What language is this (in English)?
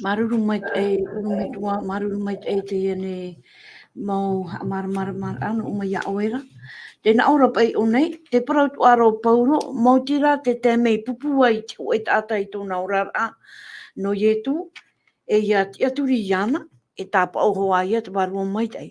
Tahitian